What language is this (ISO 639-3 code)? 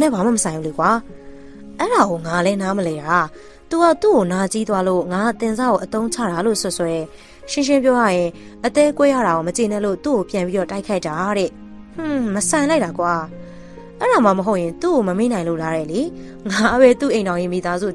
mya